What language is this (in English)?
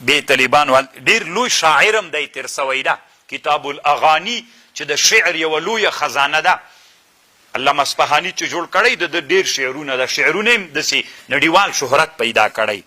Pashto